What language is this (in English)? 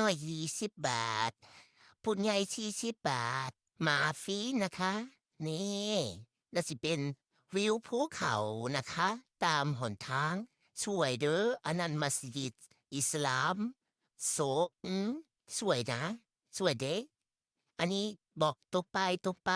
Northeastern Thai